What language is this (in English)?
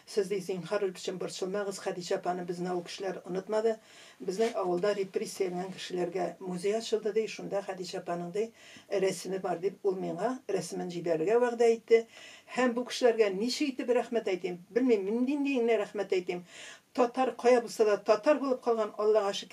Tatar